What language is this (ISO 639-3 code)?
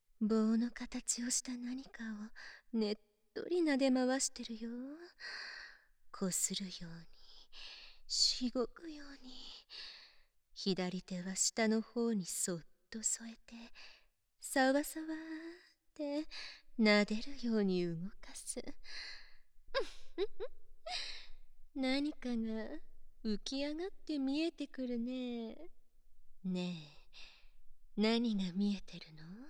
jpn